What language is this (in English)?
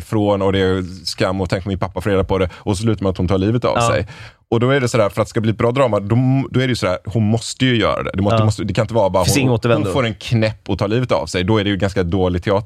Swedish